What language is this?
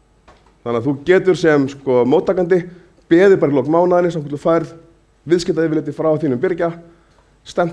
Icelandic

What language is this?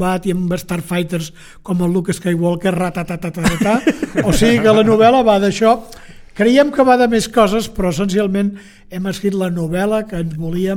Catalan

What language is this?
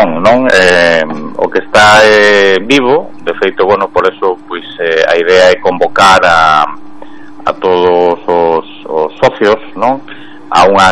Galician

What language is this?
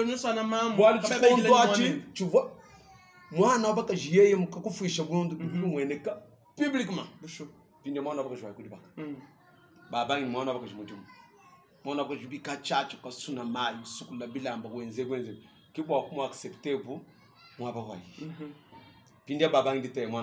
Luba-Lulua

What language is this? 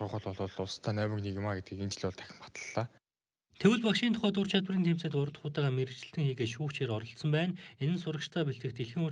Mongolian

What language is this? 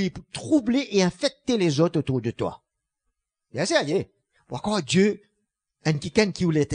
Morisyen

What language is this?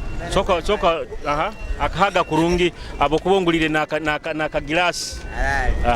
Nyoro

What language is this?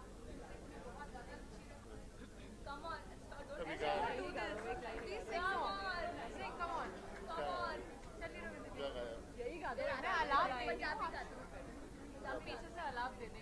Hindi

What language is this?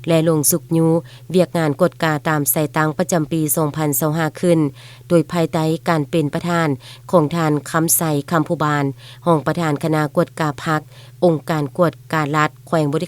Lao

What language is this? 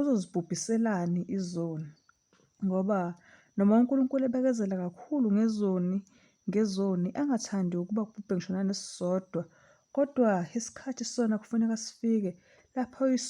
Zulu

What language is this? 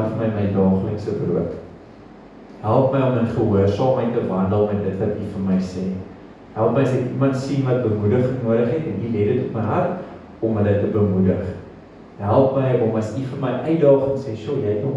Afrikaans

